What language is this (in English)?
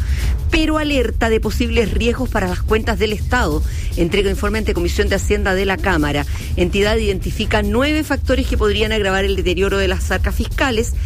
Spanish